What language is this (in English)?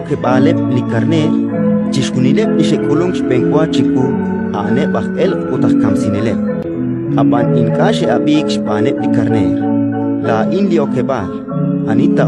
Kekchí